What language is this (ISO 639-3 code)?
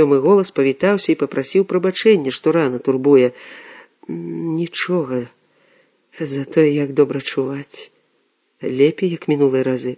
bel